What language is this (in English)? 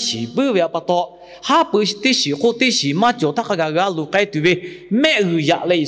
Lahu